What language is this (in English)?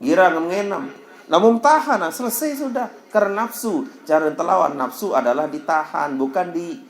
Sasak